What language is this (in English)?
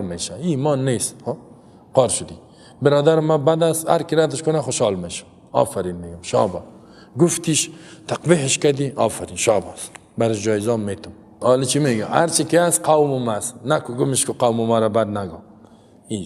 Persian